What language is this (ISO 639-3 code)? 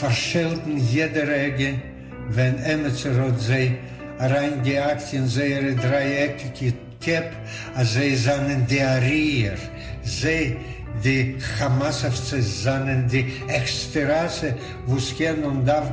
yid